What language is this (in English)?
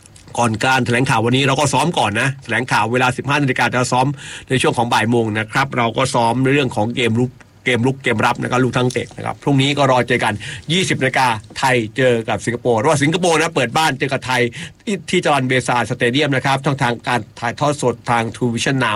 Thai